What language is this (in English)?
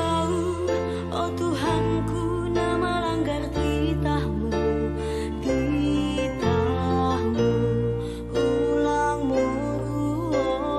Batak Simalungun